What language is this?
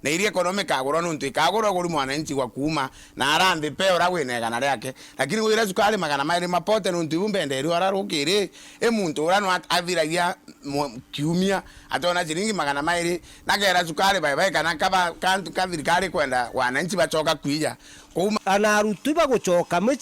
Meru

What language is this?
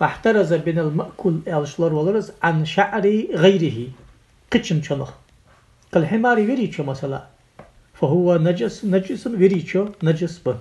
Ingush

